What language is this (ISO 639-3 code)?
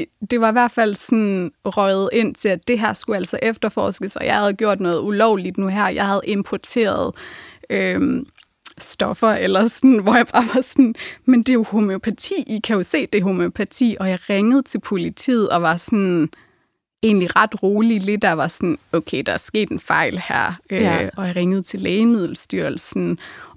dan